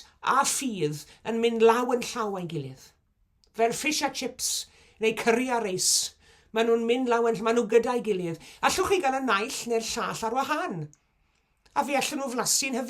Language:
Welsh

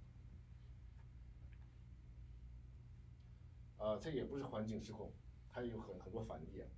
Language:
Chinese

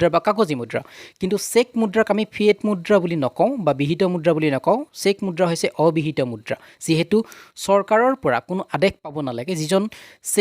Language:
Assamese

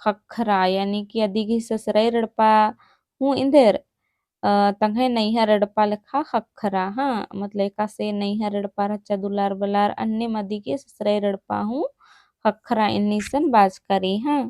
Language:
Kurukh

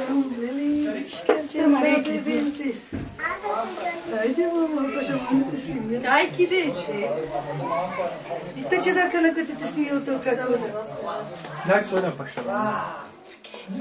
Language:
Bulgarian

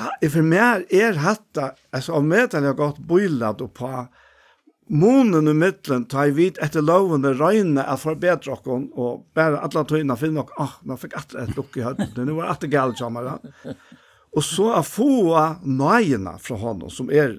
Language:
Faroese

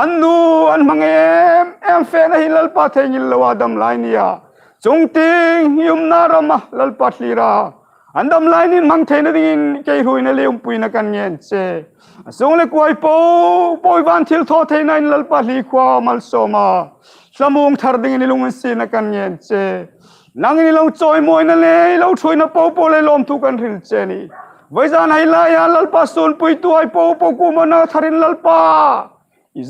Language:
Hmar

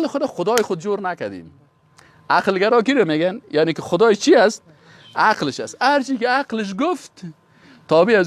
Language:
Persian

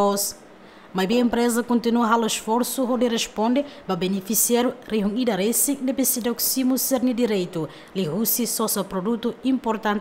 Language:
Tetum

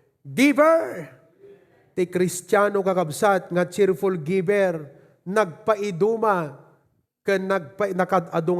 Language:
Iloko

